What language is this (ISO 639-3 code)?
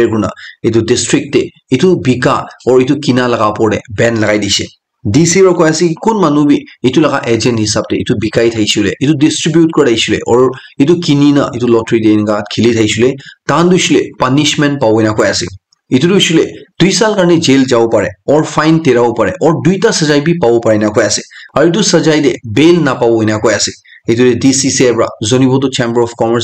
nag